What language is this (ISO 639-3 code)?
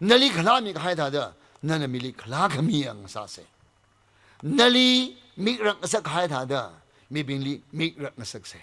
nmf